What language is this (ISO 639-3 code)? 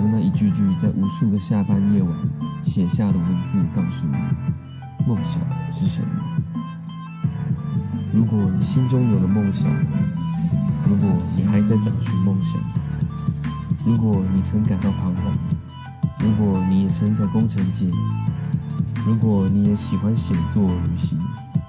zho